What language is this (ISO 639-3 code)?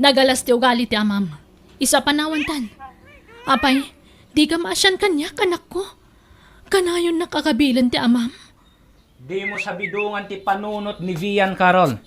ilo